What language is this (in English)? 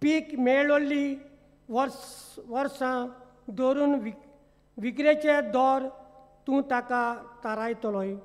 Konkani